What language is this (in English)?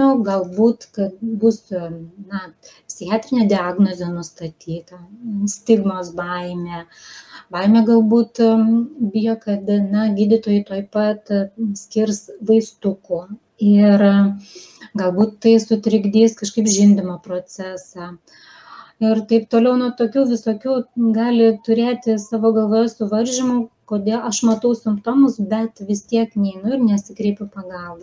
Lithuanian